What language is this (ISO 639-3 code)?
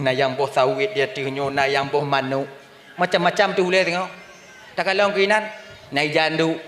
ace